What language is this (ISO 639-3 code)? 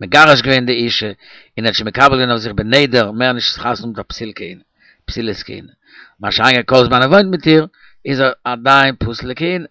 yid